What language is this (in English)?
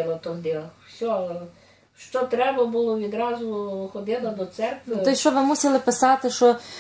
Ukrainian